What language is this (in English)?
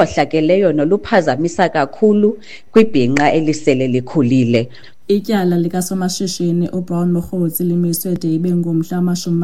Xhosa